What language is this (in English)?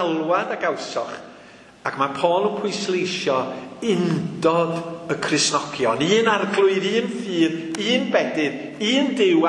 Welsh